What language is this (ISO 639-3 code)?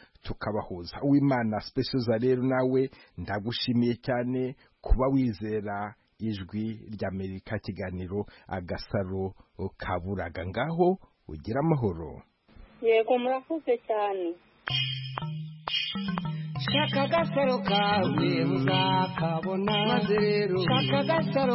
kin